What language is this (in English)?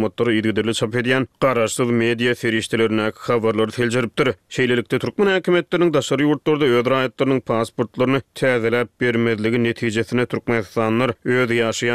Turkmen